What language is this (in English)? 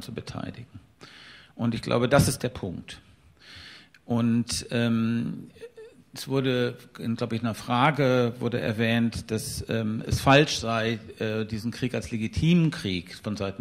German